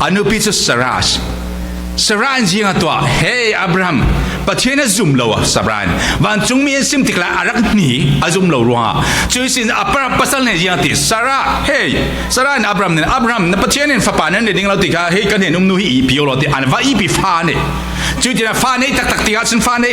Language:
Falam Chin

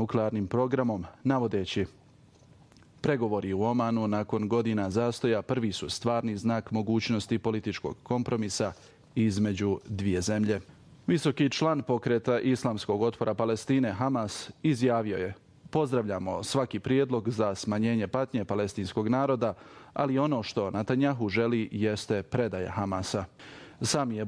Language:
Bosnian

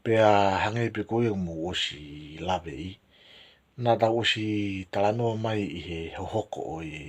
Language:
Tongan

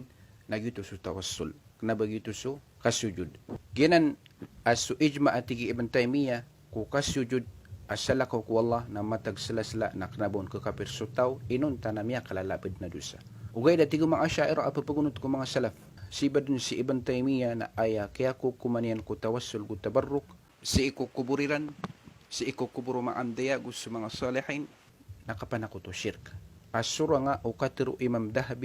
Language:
Maranao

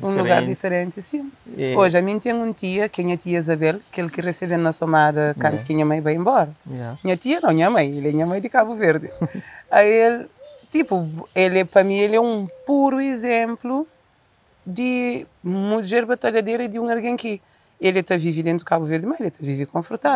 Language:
Kabuverdianu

